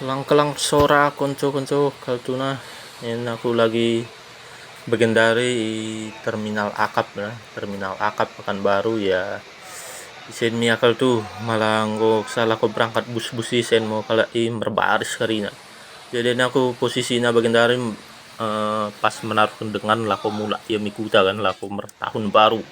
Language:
Batak Dairi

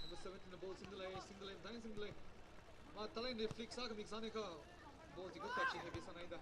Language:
Tangkhul Naga (India)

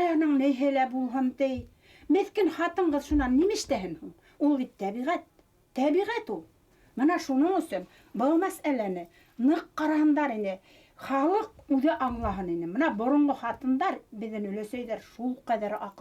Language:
Bashkir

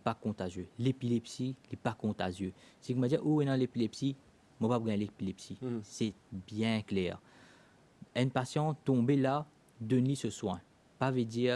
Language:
Morisyen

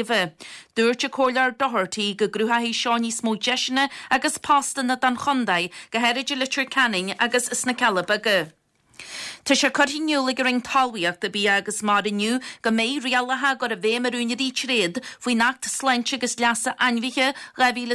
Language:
Irish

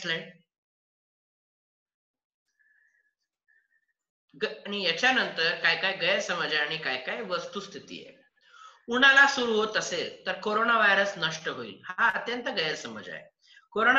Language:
Marathi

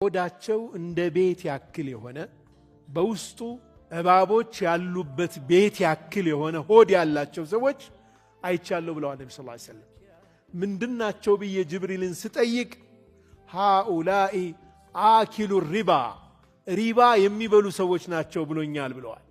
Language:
Amharic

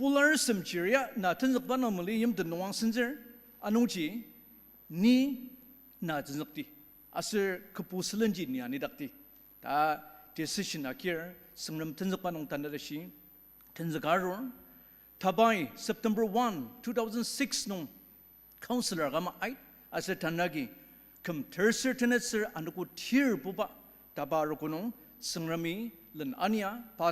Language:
Ao Naga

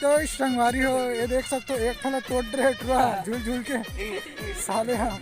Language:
Chhattisgarhi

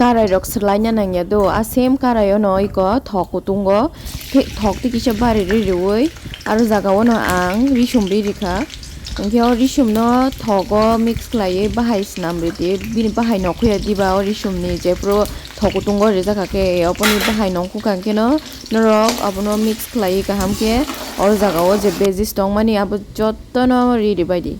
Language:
Kok Borok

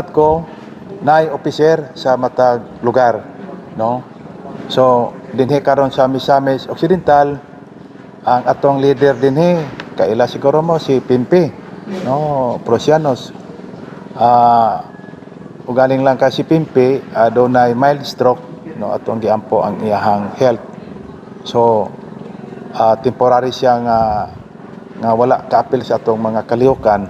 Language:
Cebuano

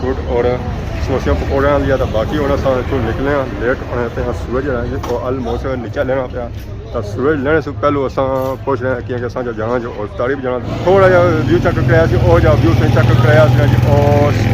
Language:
Pahari-Potwari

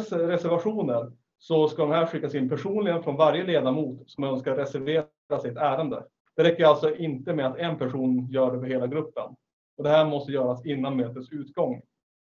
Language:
Swedish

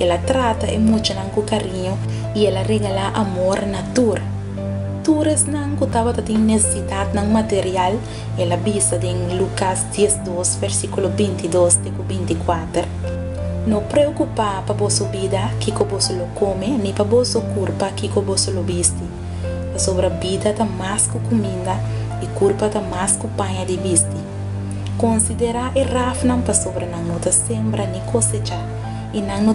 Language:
Papiamento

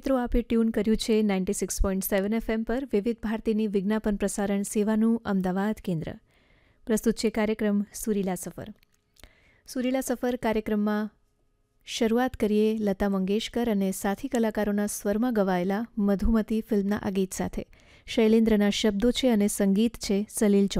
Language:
Gujarati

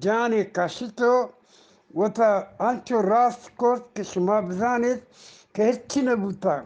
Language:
Eastern Balochi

